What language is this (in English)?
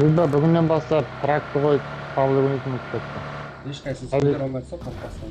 Kara-Kalpak